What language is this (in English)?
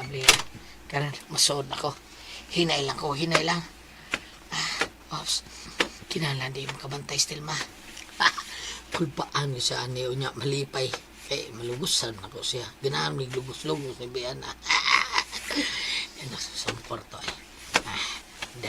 Cebuano